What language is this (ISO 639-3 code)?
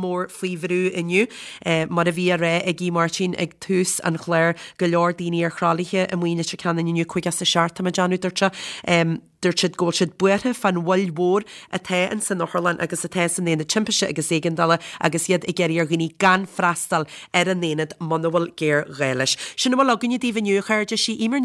gle